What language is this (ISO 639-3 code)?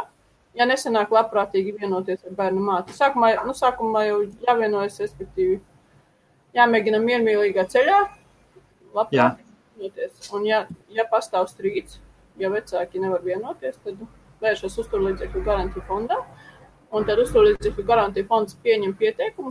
lav